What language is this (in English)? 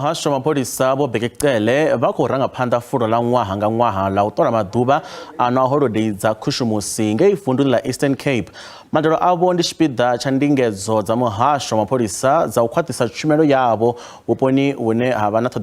Venda